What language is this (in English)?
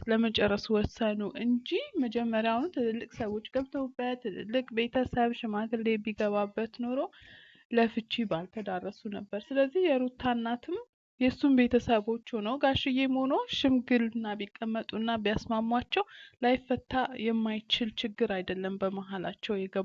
Amharic